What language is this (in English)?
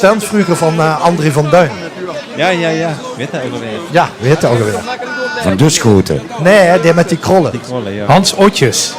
Limburgish